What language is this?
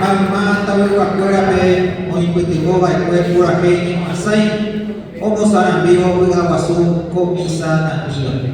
Guarani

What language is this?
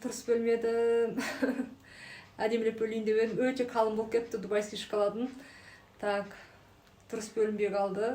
Kazakh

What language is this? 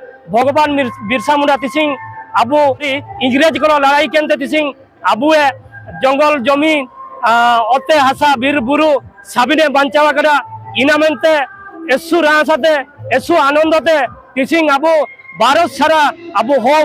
Ho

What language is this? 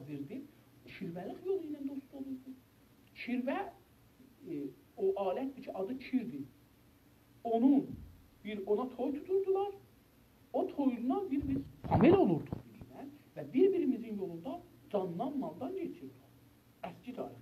South Azerbaijani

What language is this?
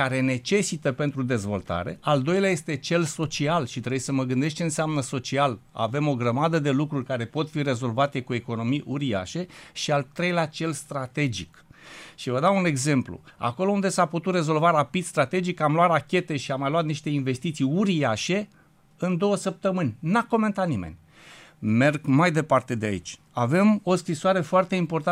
Romanian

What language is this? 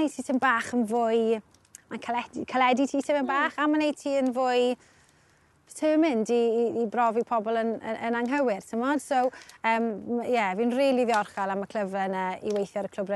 Welsh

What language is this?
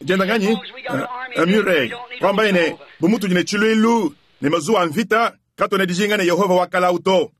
Luba-Lulua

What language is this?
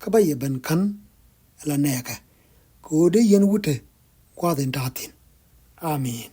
Nuer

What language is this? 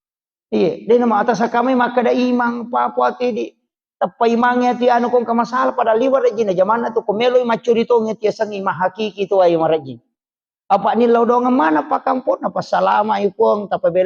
Buginese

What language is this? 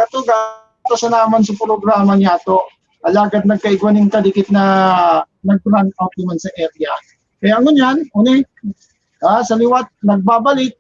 Bikol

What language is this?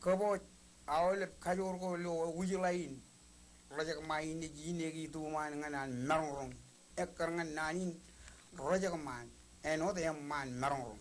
Marshallese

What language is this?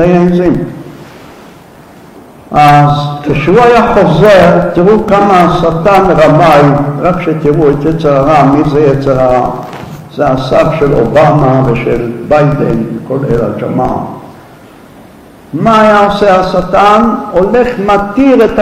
Hebrew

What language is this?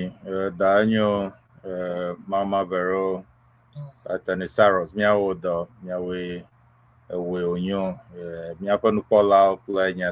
Ewe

